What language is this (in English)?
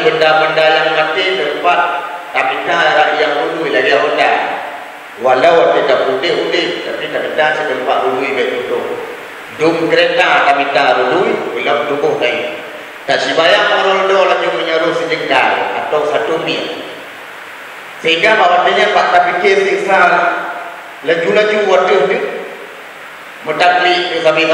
Achinese